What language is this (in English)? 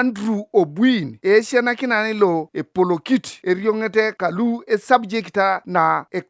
Teso